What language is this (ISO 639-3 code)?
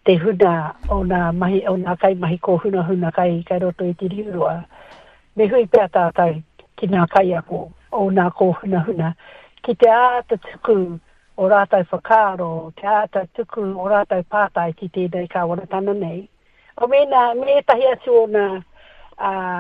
mri